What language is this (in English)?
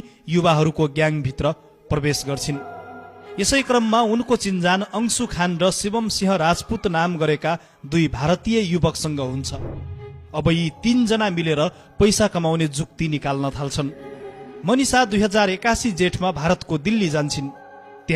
Nepali